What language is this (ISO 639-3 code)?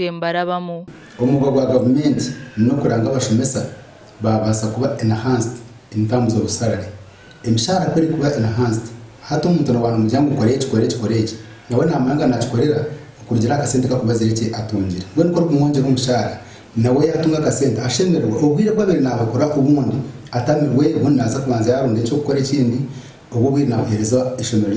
nyn